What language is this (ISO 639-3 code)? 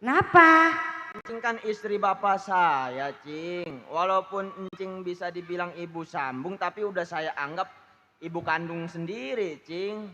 bew